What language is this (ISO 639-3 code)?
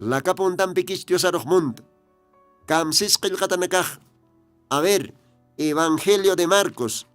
aym